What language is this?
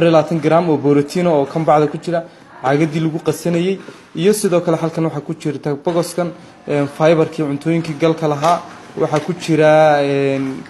Somali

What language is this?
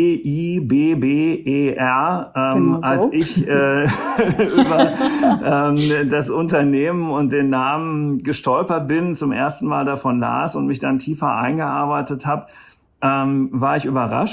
German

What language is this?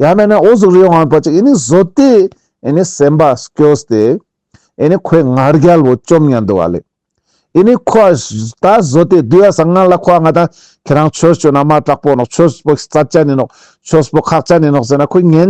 Ladakhi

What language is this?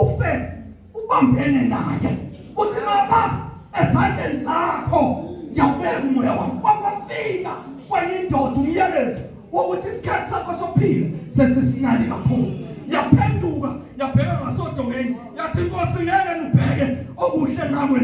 Zulu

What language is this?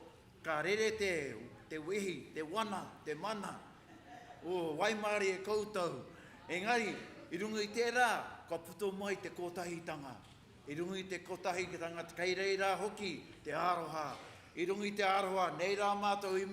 Māori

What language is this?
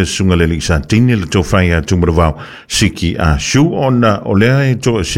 Samoan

